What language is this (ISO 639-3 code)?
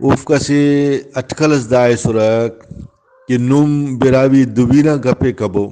brh